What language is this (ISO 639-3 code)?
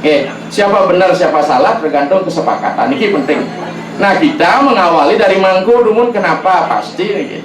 ban